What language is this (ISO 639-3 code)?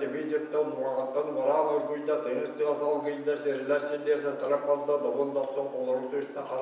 sah